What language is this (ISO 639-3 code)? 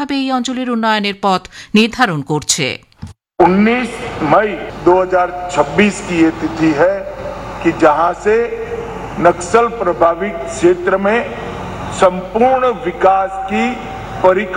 ben